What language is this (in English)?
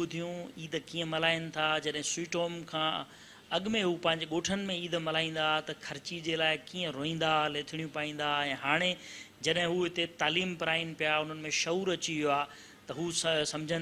Sindhi